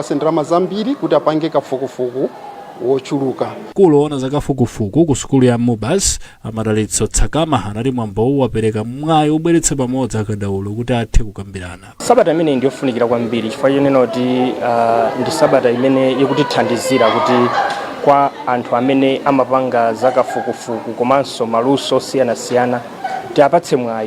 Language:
Nyanja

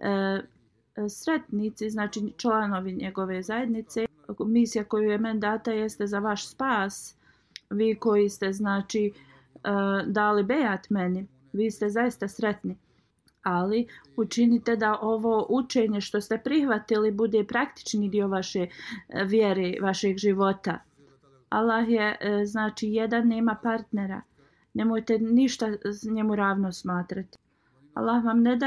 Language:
Bosnian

